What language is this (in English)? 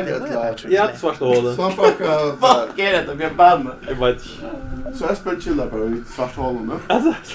Faroese